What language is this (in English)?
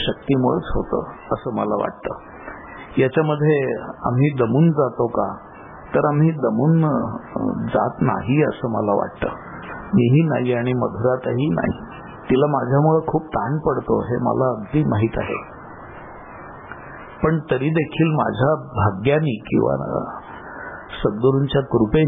Marathi